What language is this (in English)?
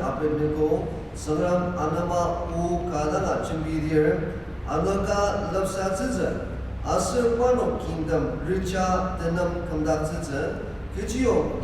Ao Naga